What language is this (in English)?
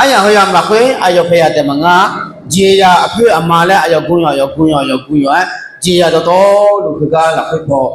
Akha